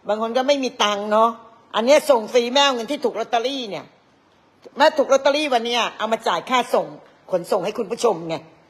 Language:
Thai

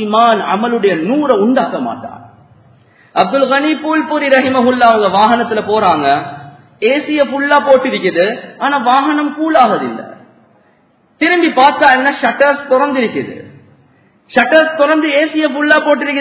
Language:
Tamil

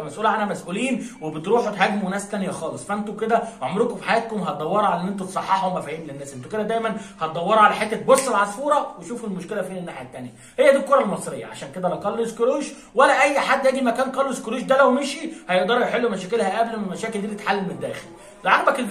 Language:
Egyptian Arabic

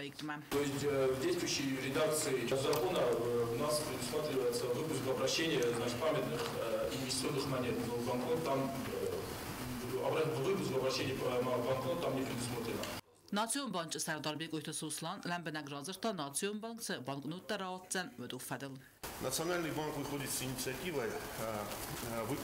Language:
Ossetic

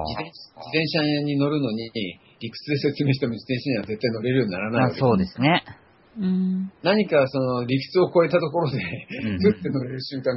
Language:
Japanese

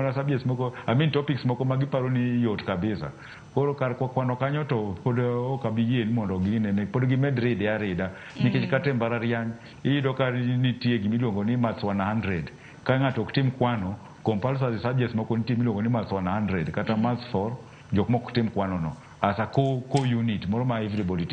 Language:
Luo (Kenya and Tanzania)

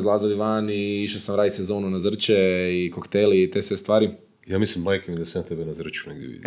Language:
Croatian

